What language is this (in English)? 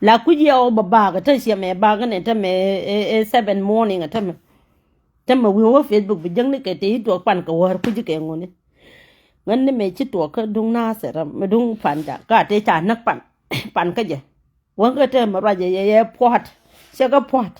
Nuer